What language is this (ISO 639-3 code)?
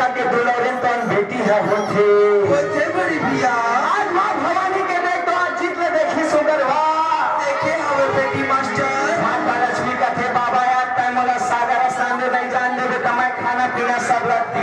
hne